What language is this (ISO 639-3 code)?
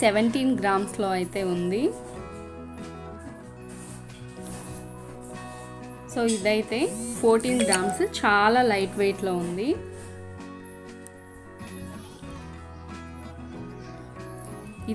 tel